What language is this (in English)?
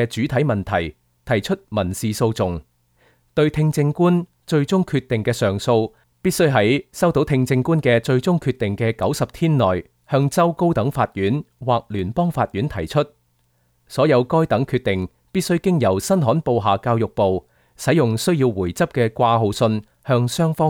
Cantonese